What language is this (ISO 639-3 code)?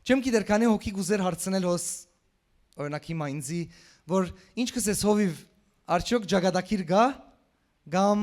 hyw